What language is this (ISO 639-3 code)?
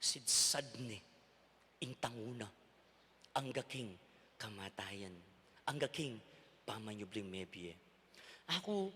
pam